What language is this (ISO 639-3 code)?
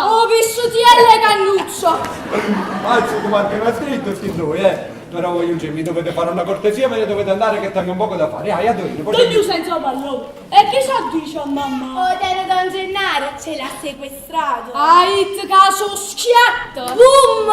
nap